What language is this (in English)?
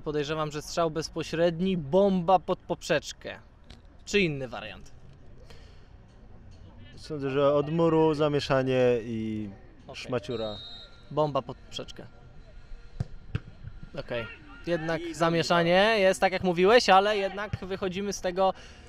Polish